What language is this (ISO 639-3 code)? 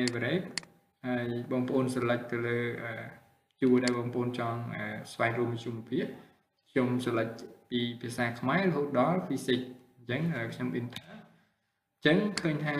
khm